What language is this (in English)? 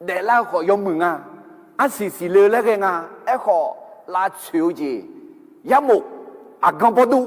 Akha